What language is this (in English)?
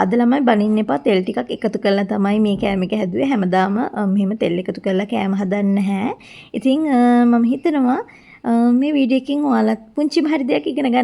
Sinhala